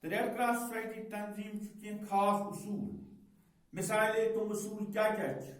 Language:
Kashmiri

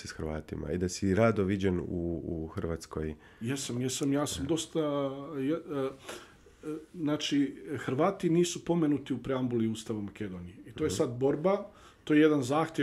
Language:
Bosnian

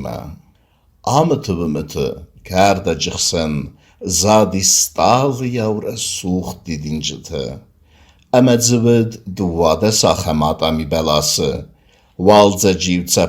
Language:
Ossetic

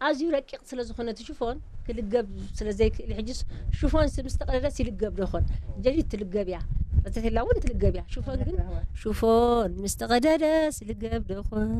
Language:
Tigrinya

